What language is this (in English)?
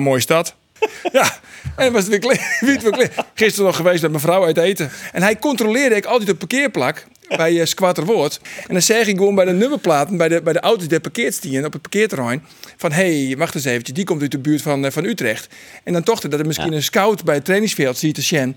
Western Frisian